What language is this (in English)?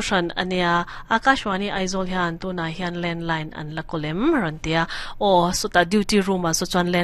Mizo